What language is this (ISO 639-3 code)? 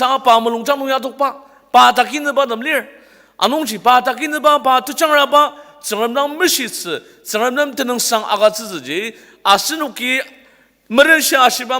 njo